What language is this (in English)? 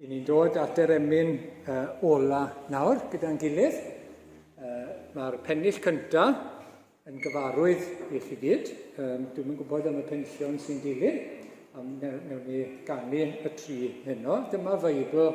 Welsh